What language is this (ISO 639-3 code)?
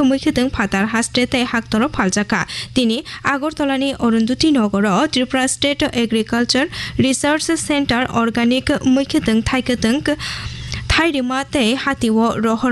trp